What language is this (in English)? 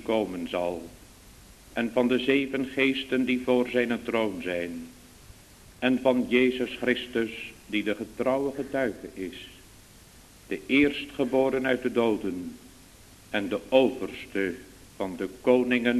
Dutch